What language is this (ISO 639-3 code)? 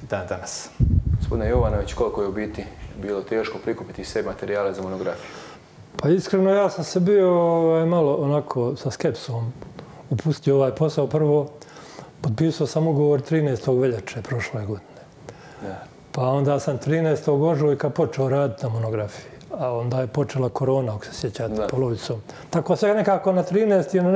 hrv